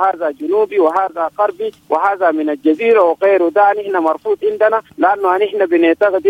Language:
Sudanese Arabic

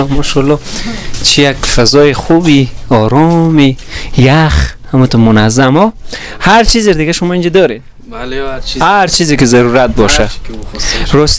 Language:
Persian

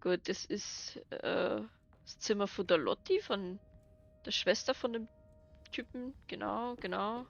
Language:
Bavarian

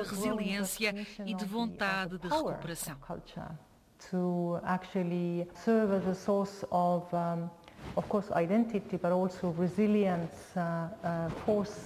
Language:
Portuguese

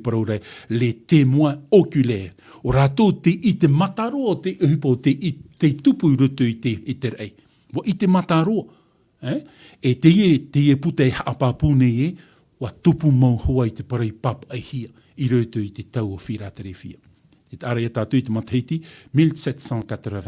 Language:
Tahitian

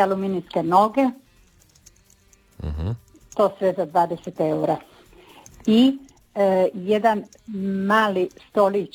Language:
Croatian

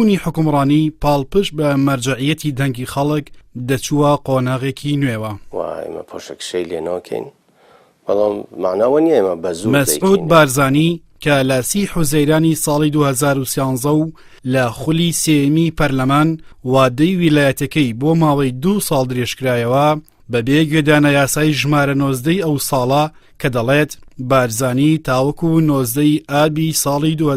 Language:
Central Kurdish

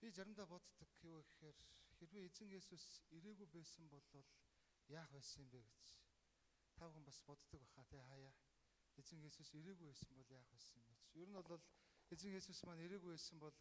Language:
Mongolian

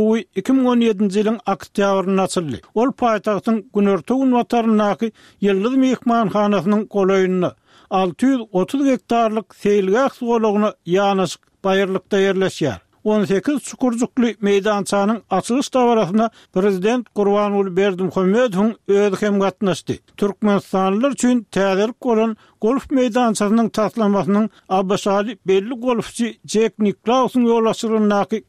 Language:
Turkmen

